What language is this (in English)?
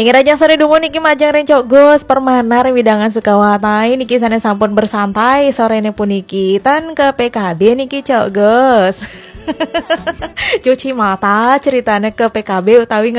Balinese